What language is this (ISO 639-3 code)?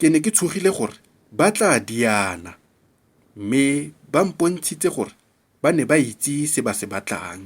tsn